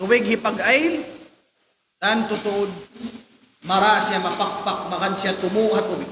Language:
Tausug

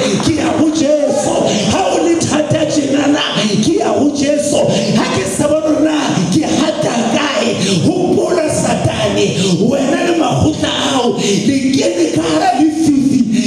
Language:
Southern Sotho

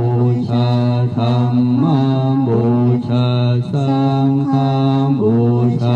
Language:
Pali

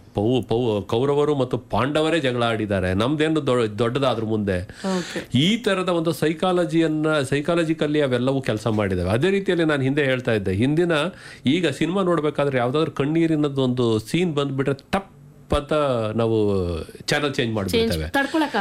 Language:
Kannada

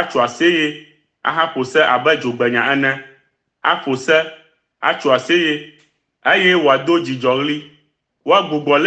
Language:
Ewe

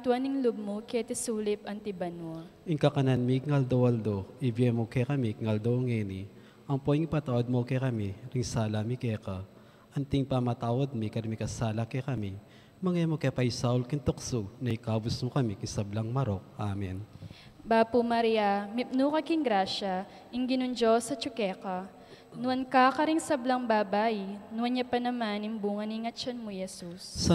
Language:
Pampanga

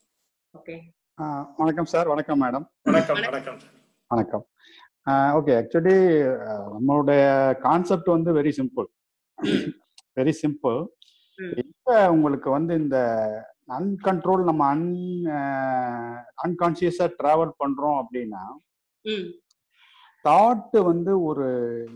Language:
Tamil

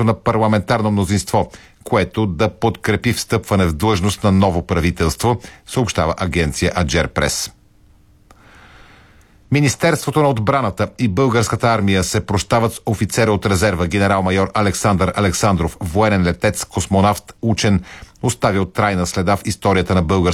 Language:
Bulgarian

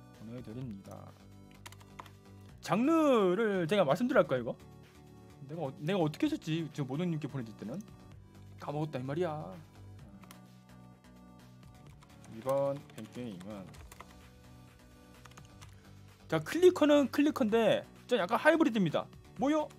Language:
Korean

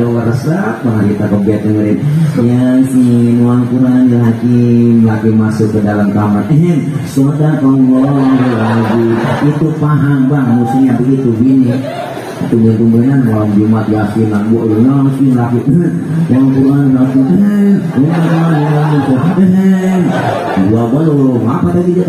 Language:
Betawi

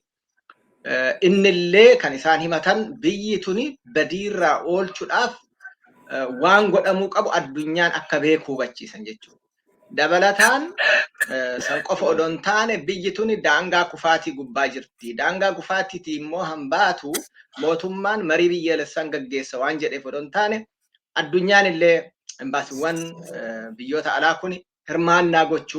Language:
Oromo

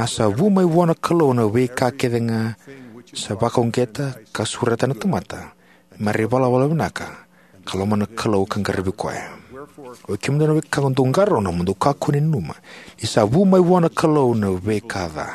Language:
Fijian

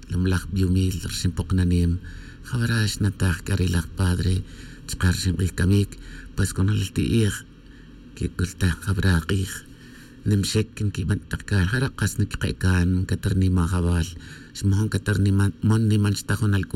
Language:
Tz'utujil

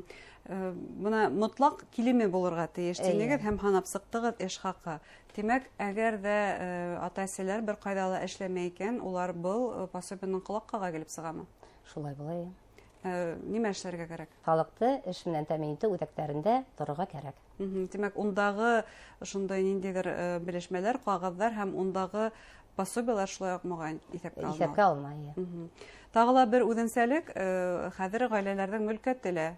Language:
Bashkir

